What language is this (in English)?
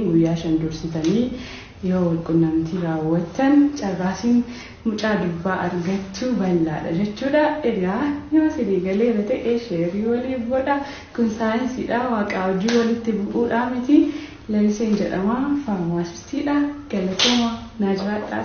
Oromo